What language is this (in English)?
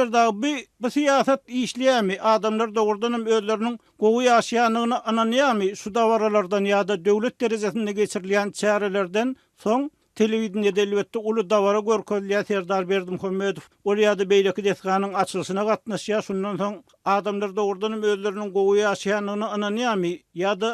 Turkmen